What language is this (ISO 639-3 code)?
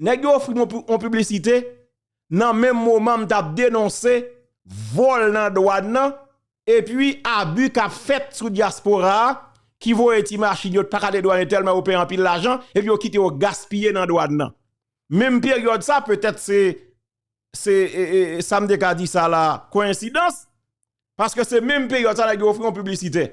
hat